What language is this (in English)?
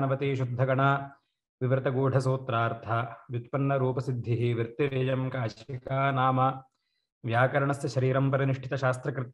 Sanskrit